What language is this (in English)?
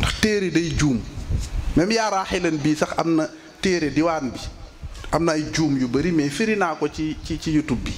Wolof